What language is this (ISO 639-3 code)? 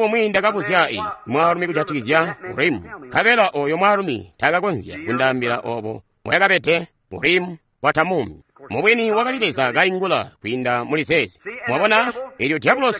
toi